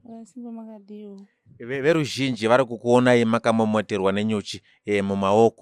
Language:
Shona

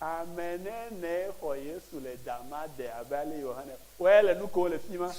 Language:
Ewe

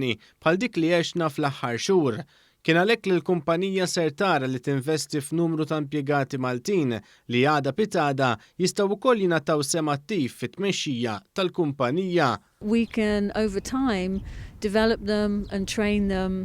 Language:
Maltese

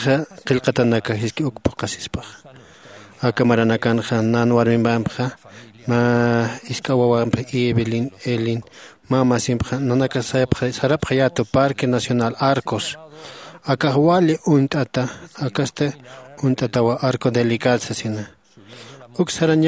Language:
Aymara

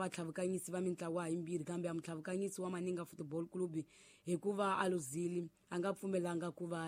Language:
Tsonga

